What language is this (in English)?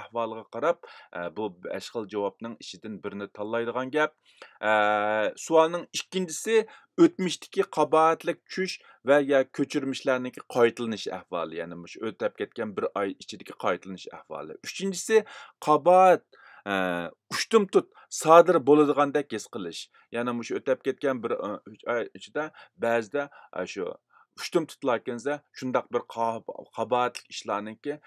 Uyghur